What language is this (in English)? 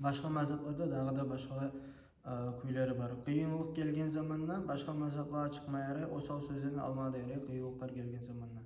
Kumyk